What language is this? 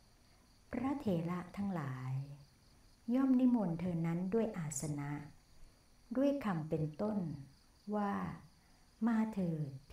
Thai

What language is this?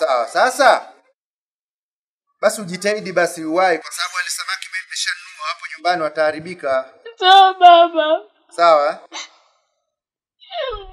Swahili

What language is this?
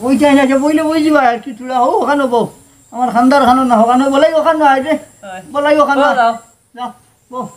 Sylheti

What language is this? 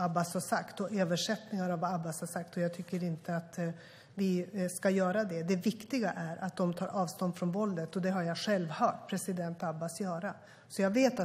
Swedish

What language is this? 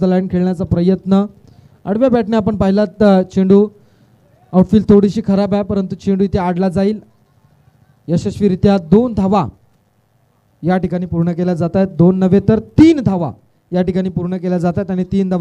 Marathi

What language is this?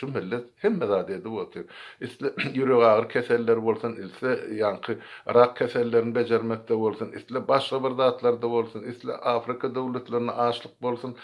Turkmen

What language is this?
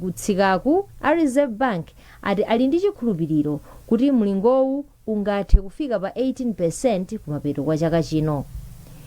Nyanja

